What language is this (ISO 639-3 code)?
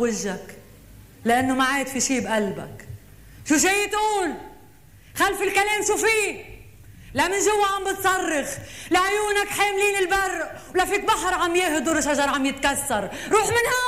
apc